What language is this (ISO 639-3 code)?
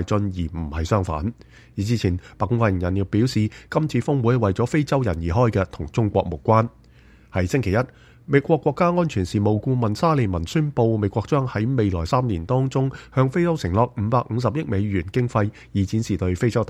yue